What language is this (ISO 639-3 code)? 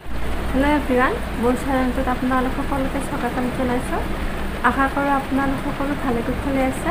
asm